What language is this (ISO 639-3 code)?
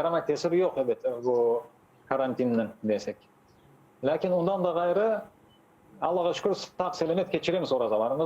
crh